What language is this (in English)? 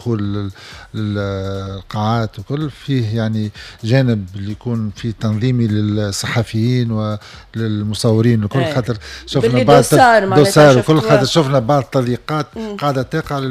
Tunisian Arabic